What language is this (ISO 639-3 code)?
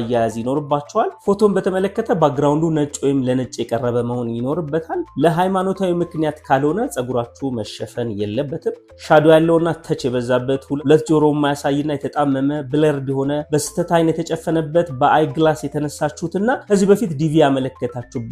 amh